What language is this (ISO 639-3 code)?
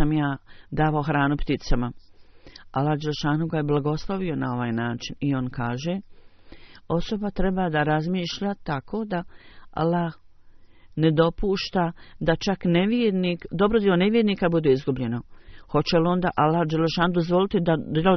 bos